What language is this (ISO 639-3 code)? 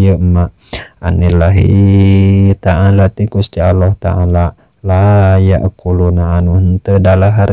sun